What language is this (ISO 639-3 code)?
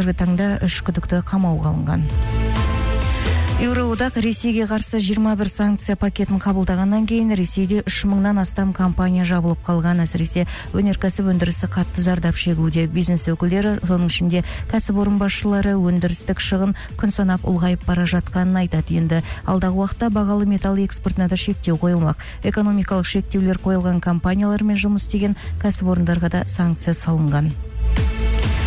kaz